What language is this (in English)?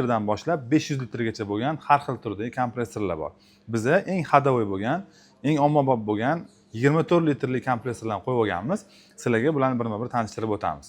Uzbek